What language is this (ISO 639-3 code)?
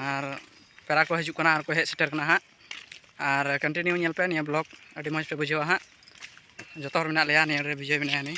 sat